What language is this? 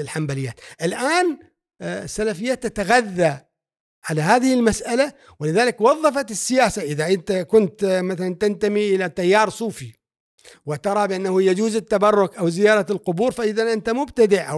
Gulf Arabic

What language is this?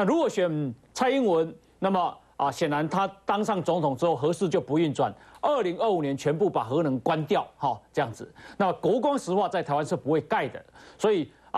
Chinese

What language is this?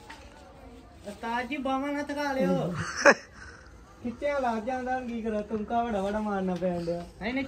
Punjabi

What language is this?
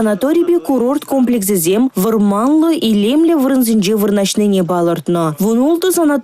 Chuvash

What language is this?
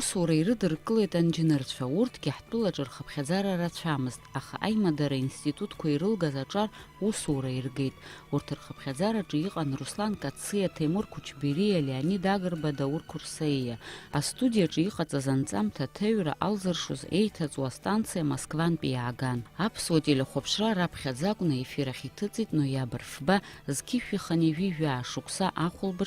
Abkhazian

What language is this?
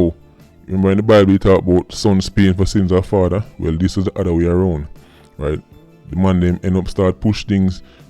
Jamaican Creole English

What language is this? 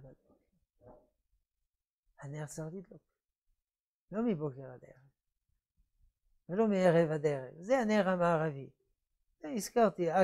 Hebrew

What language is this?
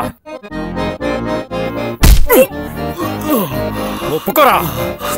Telugu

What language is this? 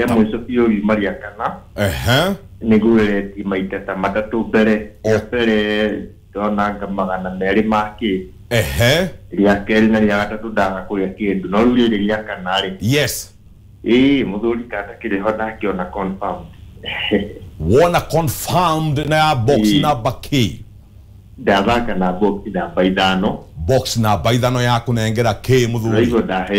Kikuyu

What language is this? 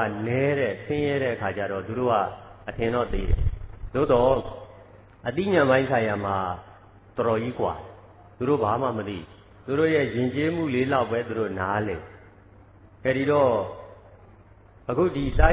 Burmese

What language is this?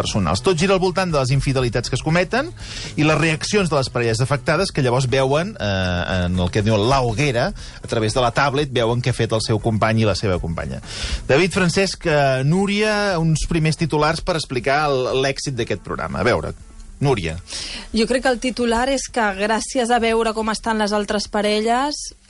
Catalan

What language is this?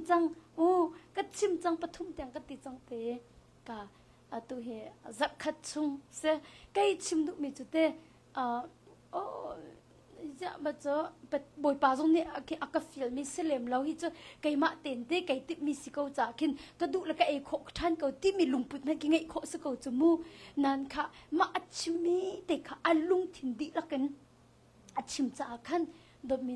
Hakha Chin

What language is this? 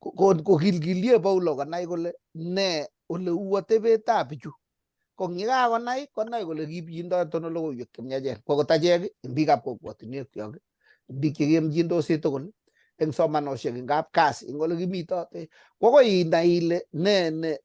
Kalenjin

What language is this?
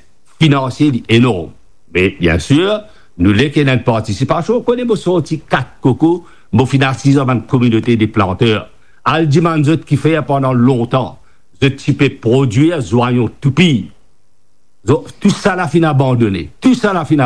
Morisyen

